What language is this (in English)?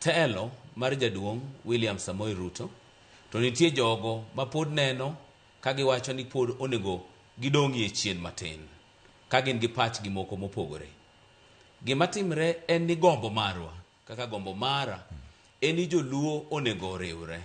Luo (Kenya and Tanzania)